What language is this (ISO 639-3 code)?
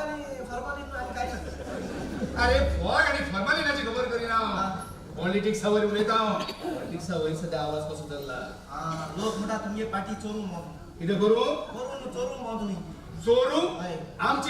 kok